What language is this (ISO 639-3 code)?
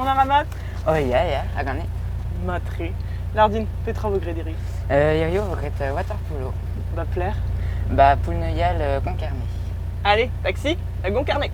bre